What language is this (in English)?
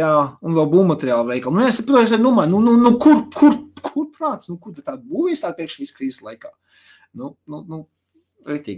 Latvian